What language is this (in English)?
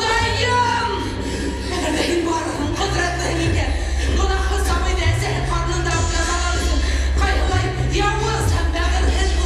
Bashkir